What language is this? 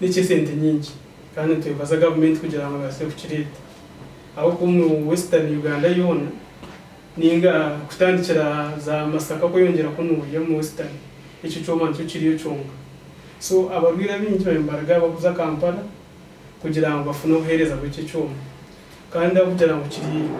Nyankole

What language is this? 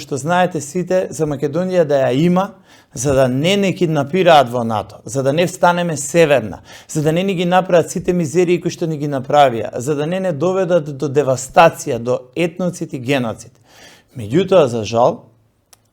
Macedonian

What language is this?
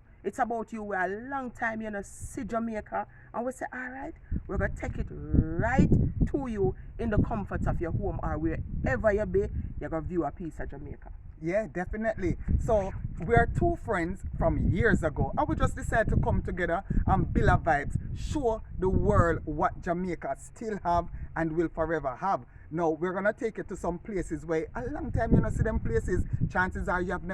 Jamaican Creole English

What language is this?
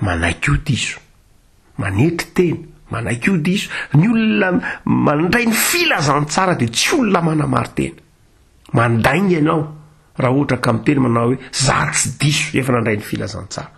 Malagasy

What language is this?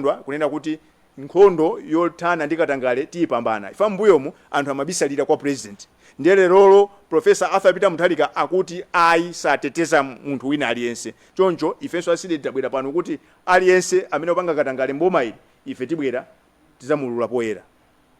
Nyanja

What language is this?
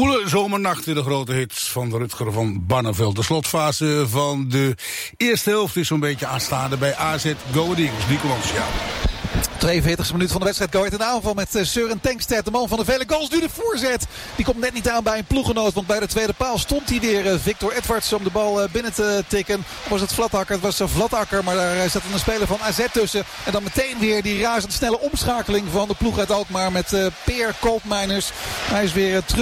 Dutch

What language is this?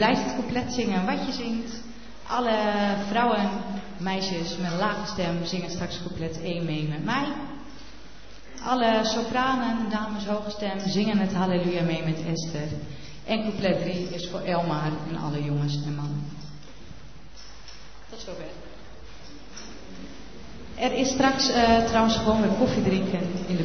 Dutch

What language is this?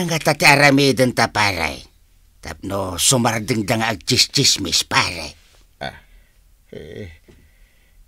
Iloko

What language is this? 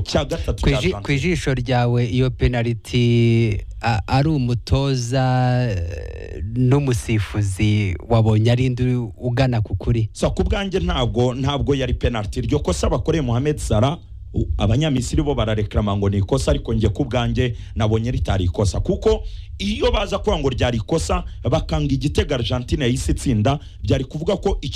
Kinyarwanda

